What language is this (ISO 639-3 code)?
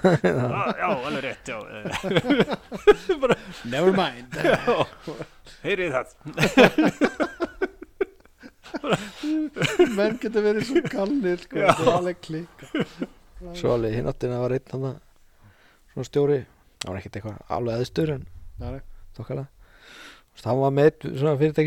isl